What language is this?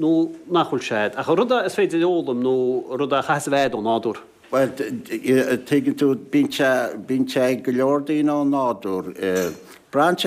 Irish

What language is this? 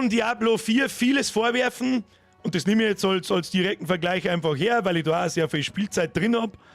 Bavarian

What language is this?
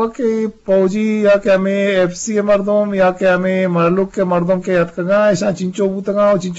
Eastern Balochi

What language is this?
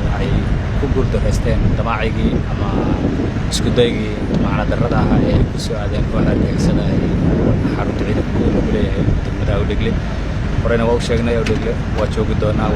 Somali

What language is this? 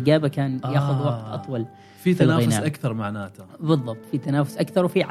Gulf Arabic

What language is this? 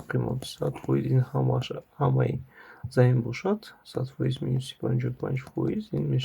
Tajik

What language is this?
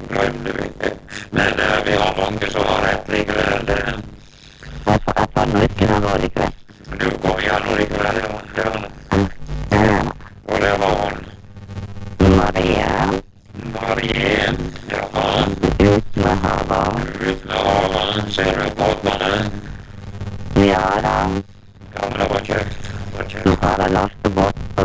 Norwegian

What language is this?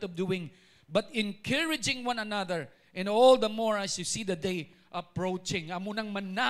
Hiligaynon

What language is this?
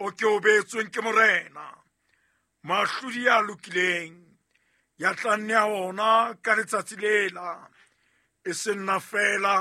Southern Sotho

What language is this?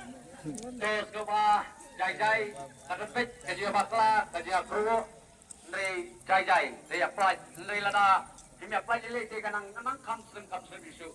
Khasi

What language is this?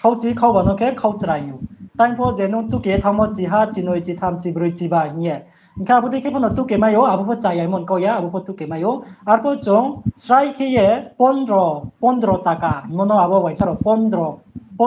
Riang (India)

